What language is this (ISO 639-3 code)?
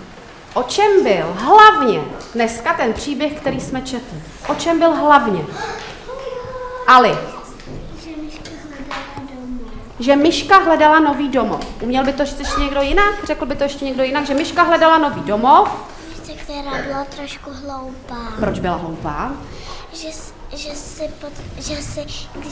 ces